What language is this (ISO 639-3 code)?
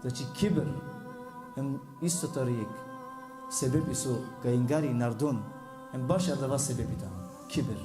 rmn